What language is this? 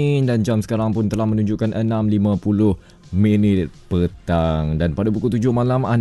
Malay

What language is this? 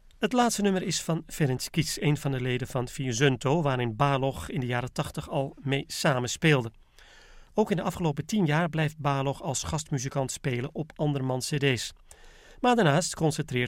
Dutch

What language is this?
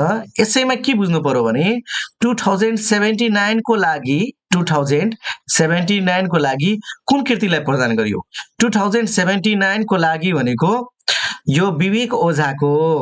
Nepali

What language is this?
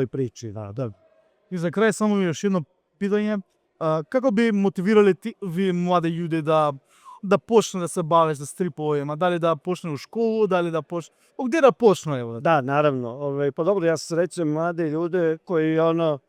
Macedonian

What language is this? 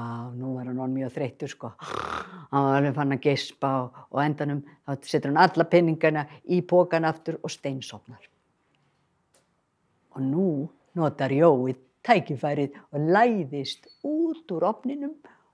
Icelandic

